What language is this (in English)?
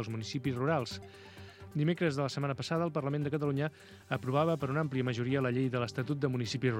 Catalan